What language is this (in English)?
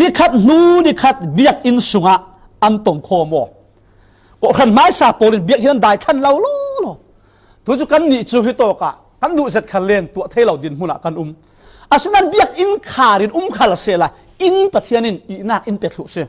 Falam Chin